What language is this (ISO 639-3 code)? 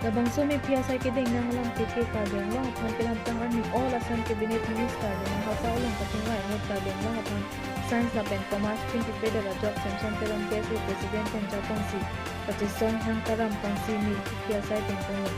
mjw